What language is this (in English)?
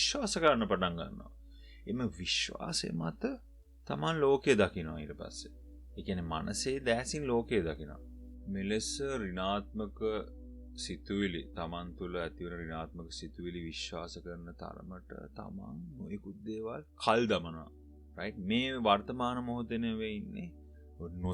Sinhala